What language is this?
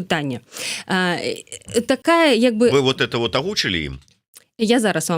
Belarusian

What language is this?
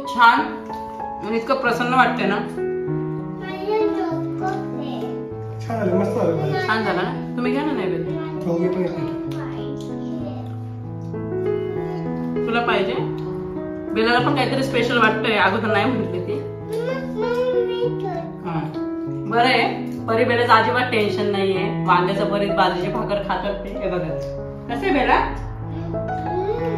Marathi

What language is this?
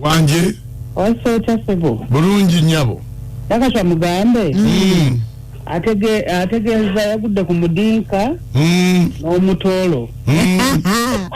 Ganda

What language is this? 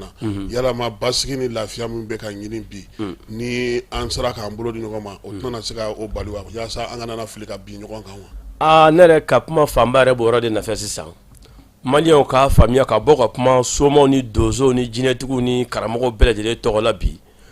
Bambara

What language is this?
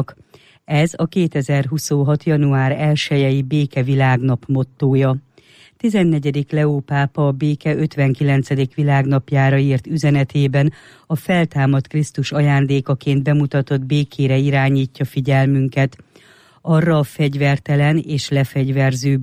Hungarian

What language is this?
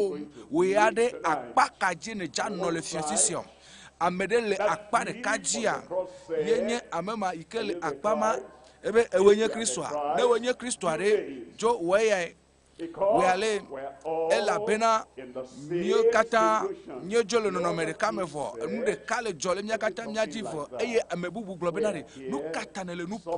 Ewe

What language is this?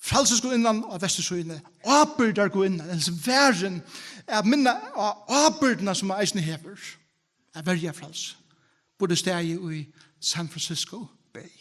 Faroese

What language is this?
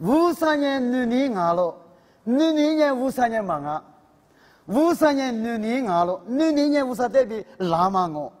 Lisu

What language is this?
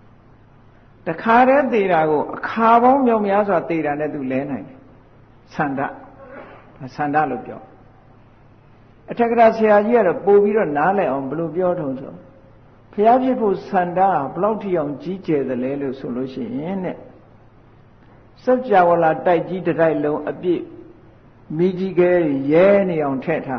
Burmese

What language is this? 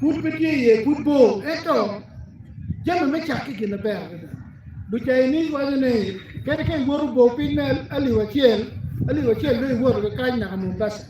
Acoli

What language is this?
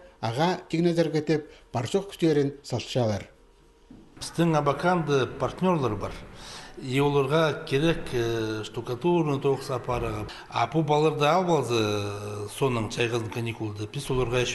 Khakas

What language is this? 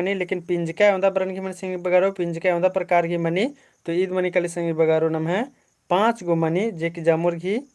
Kurukh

